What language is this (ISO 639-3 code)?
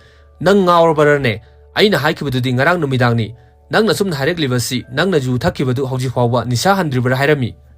mni